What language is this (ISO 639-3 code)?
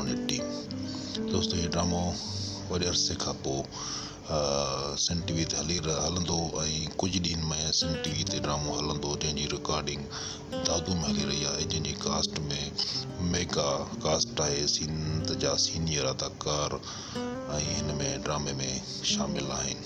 snd